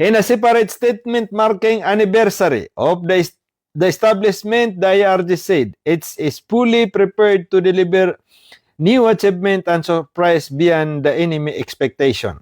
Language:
Maranao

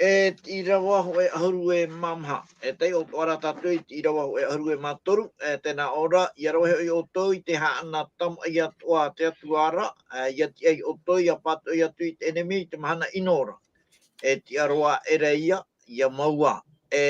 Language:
Tahitian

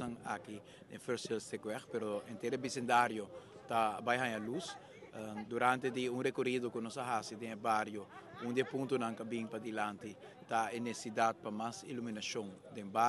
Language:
Papiamento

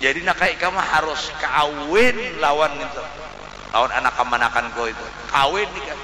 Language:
Banjar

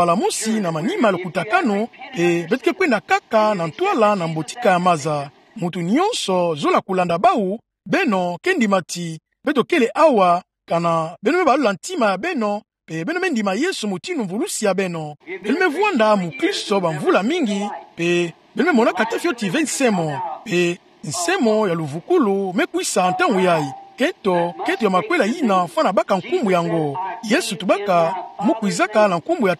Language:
Kituba (Democratic Republic of Congo)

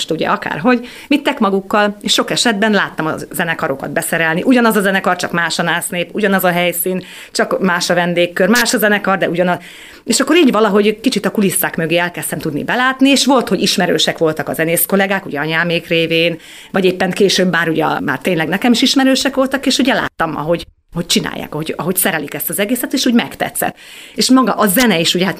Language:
Hungarian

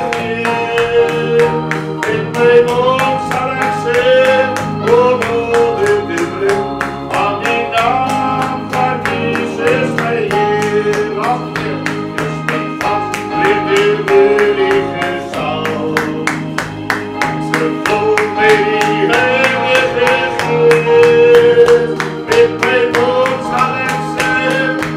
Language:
Afrikaans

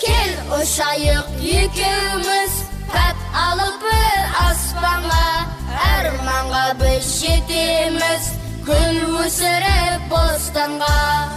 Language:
Kara-Kalpak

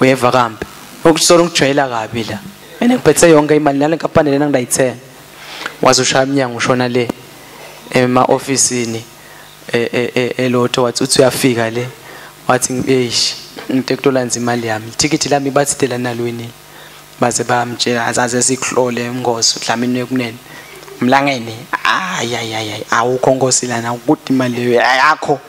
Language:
Swati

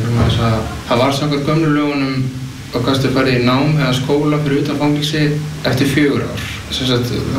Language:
Icelandic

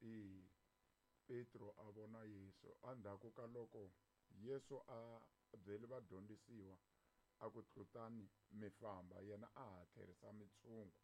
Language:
Tsonga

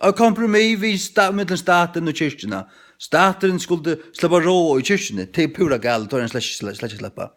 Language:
Faroese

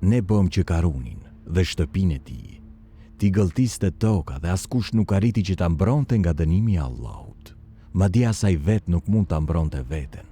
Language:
Albanian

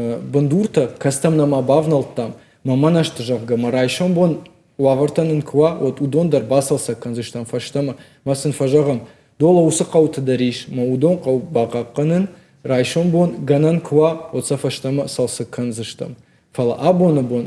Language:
Ossetic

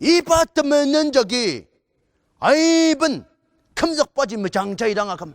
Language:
Ao Naga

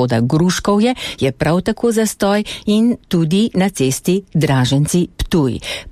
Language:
Slovenian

